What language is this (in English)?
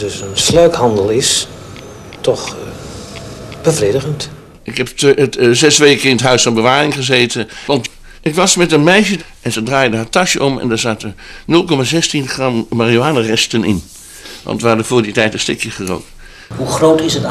Dutch